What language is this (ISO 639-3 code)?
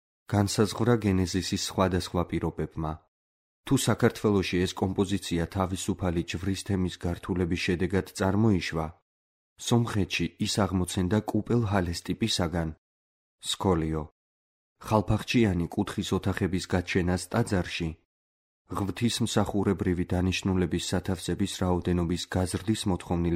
kat